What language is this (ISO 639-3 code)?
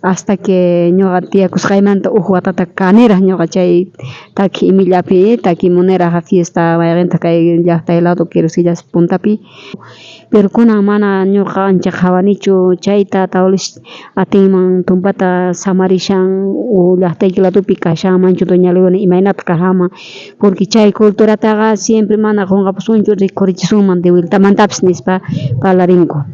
quh